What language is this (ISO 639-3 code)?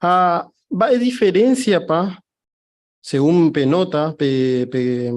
grn